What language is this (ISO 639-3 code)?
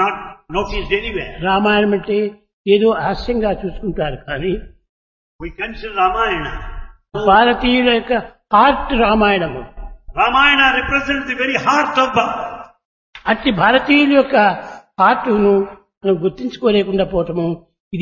tel